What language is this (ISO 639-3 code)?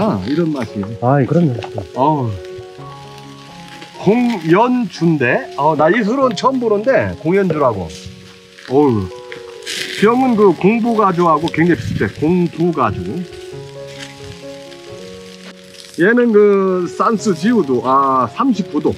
kor